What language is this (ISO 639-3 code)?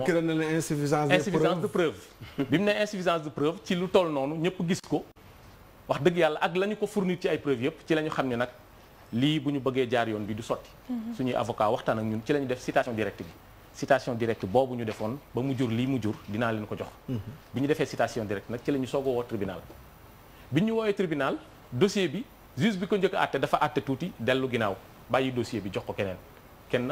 wol